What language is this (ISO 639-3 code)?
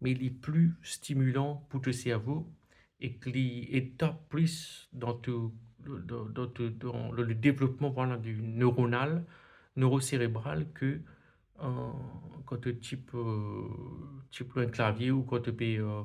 mfe